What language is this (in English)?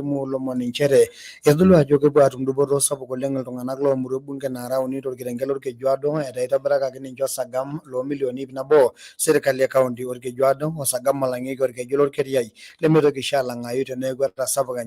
Masai